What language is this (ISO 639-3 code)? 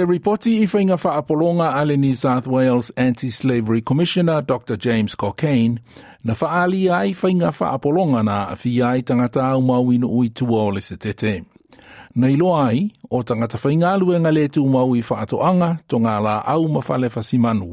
smo